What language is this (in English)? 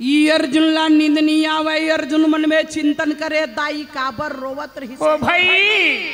Chhattisgarhi